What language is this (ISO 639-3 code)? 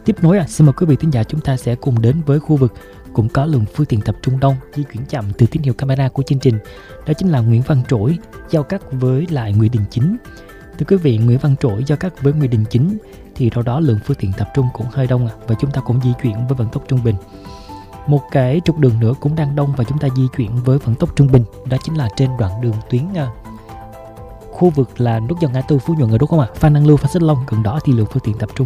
vie